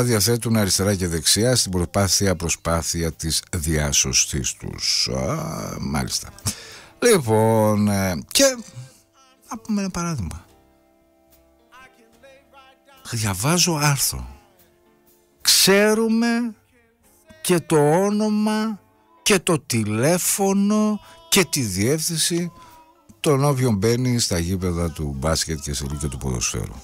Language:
Greek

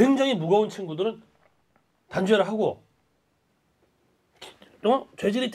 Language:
Korean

